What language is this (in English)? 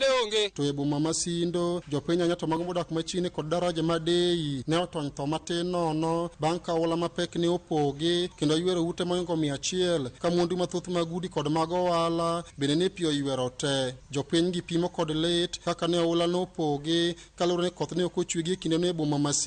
Luo (Kenya and Tanzania)